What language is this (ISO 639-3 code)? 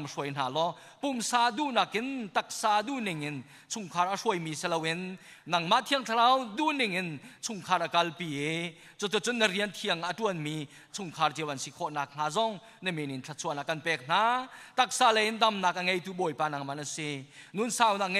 cnh